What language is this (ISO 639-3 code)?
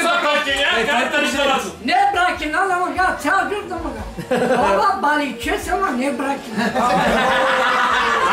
bul